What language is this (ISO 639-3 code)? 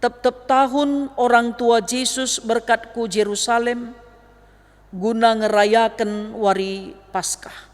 btx